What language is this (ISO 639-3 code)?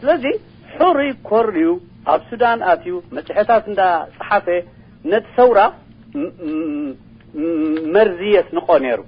tir